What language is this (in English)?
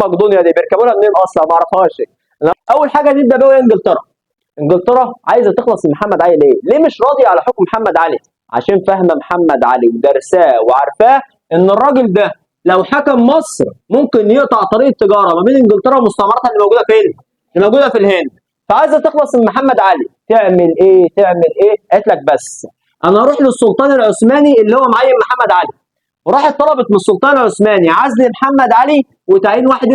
Egyptian Arabic